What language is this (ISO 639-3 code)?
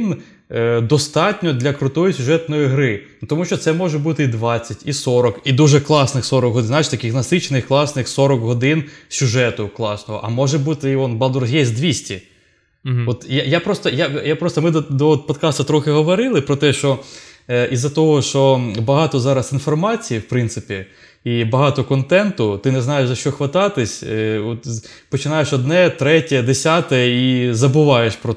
ukr